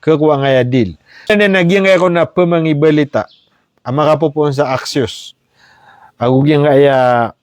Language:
Maranao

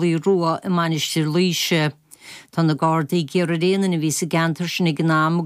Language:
Irish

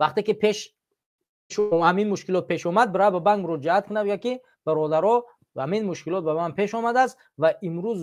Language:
Tajik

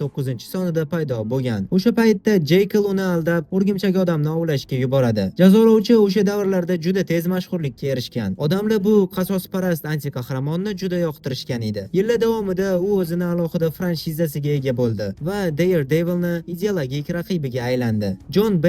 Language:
Uzbek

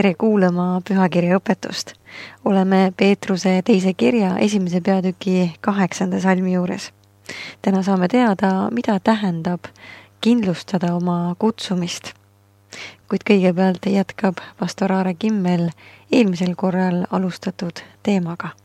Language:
Estonian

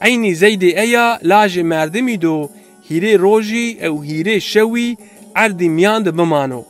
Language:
Zaza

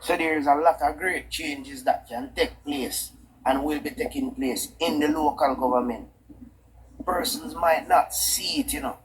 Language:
Jamaican Creole English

